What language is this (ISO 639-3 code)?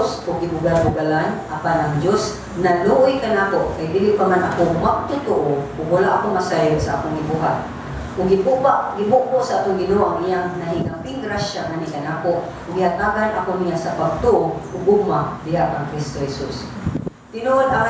ceb